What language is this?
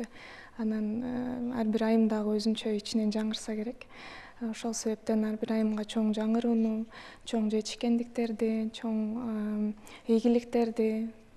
Kyrgyz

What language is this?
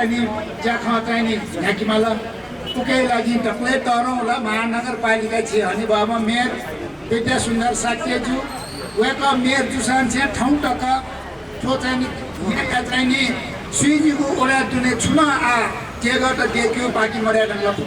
Newari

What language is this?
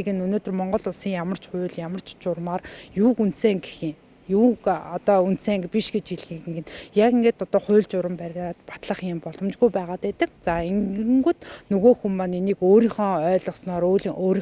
Mongolian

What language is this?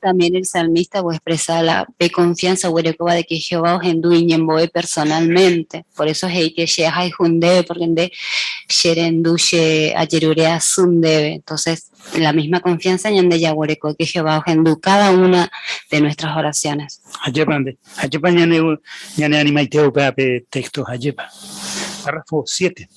Guarani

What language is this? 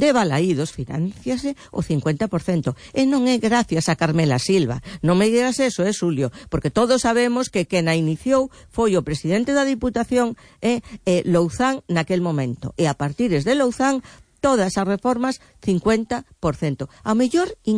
Galician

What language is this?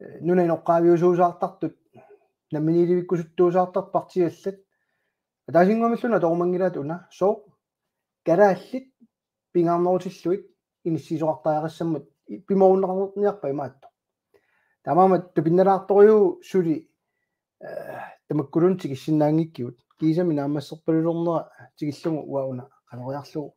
Kalaallisut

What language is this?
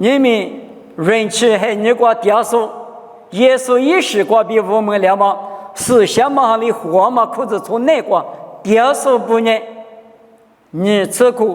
Lisu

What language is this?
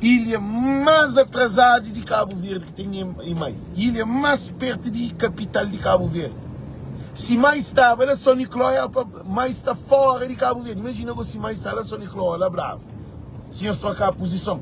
Kabuverdianu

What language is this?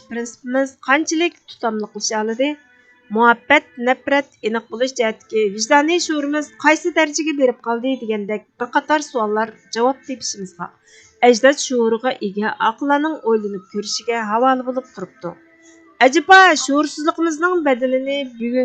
Uyghur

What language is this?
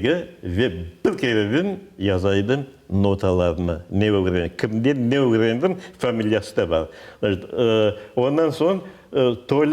Crimean Tatar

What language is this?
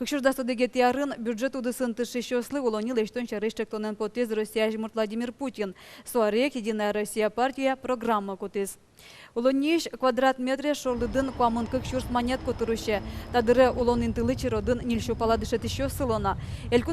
Udmurt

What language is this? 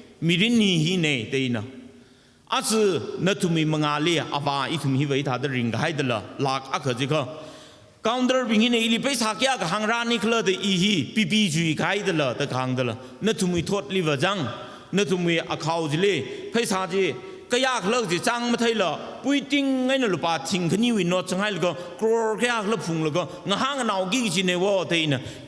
Tangkhul Naga (India)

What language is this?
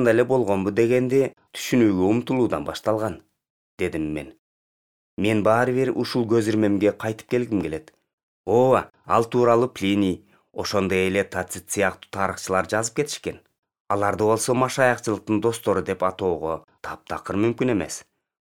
Kyrgyz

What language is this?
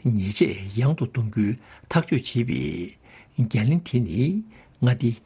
Tibetan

